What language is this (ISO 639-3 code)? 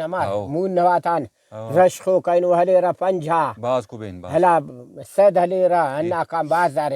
brh